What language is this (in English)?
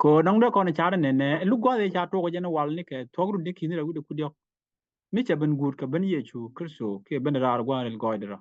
Nuer